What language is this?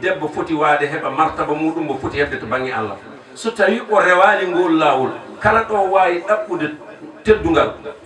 Fula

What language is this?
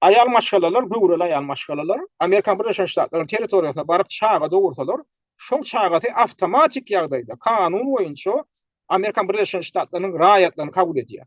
Turkmen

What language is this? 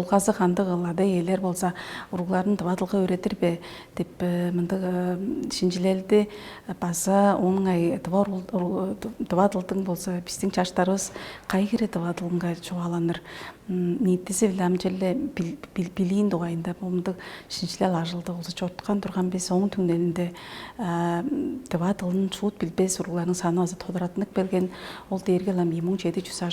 Tuvinian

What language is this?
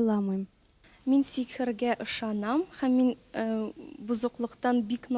Tatar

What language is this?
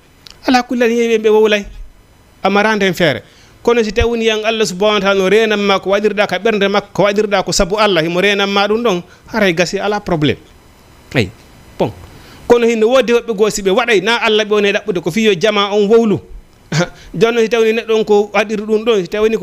Fula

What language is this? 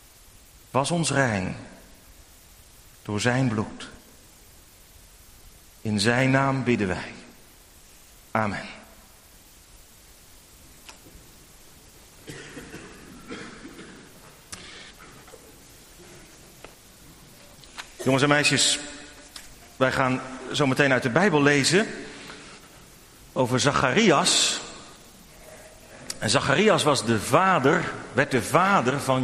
Dutch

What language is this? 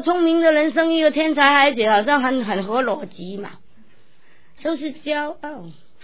Chinese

